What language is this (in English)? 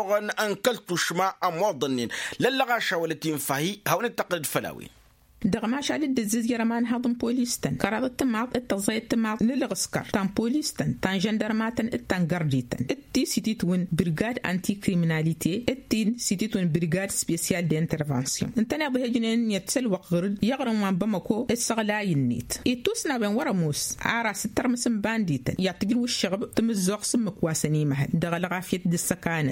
Tamasheq